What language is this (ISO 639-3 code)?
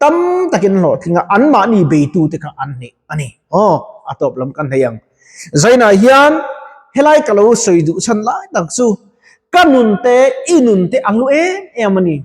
lus